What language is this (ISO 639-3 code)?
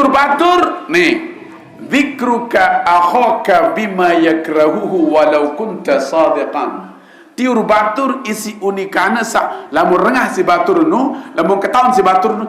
sas